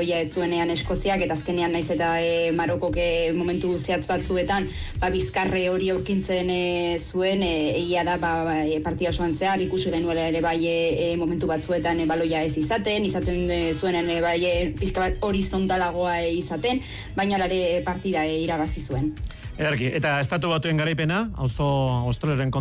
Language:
Basque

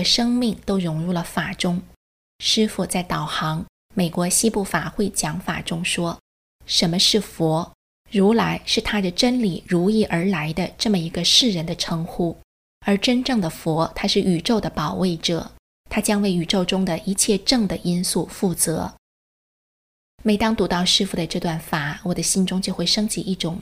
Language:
Chinese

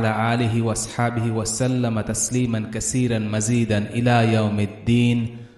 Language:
Bangla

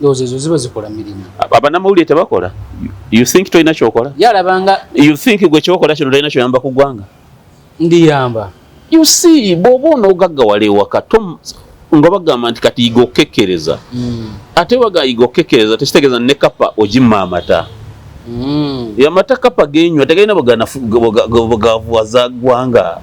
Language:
Ganda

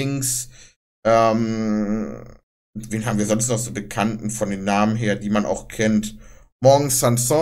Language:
German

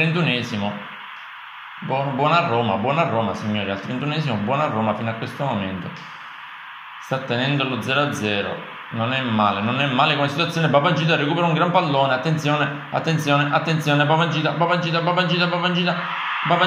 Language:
Italian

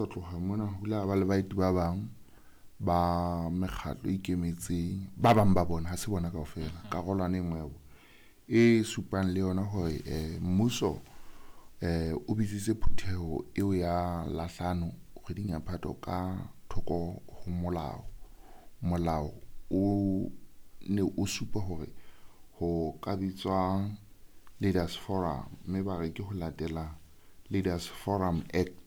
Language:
Southern Sotho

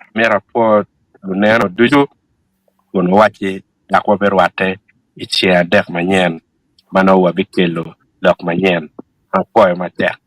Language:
Acoli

